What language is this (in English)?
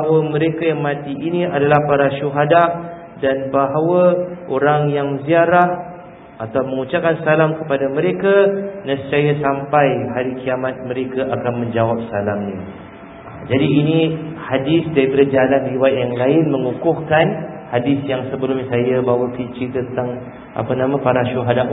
Malay